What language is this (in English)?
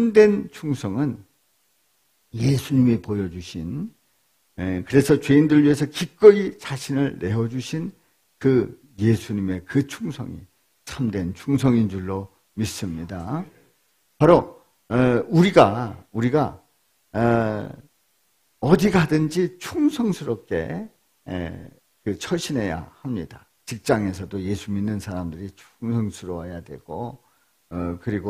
Korean